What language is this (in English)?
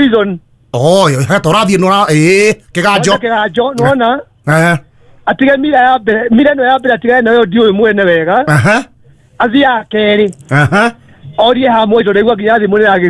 Kikuyu